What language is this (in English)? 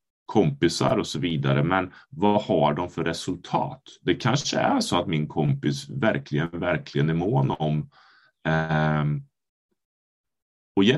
Swedish